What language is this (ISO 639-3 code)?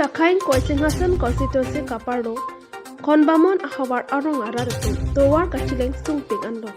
mjw